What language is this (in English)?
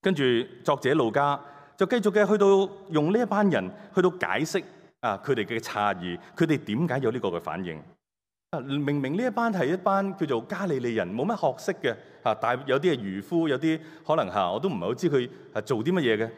Cantonese